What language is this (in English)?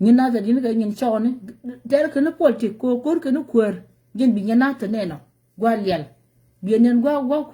Nuer